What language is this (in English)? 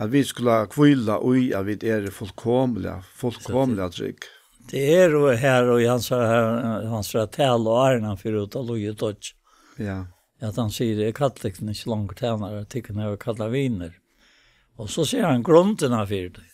Faroese